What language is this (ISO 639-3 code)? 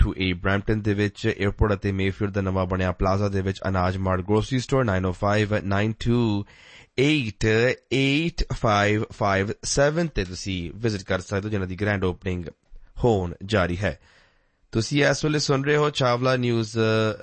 pan